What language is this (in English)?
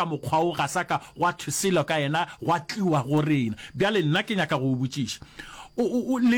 Northern Sotho